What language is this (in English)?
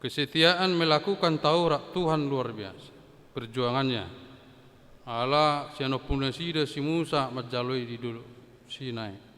Batak Toba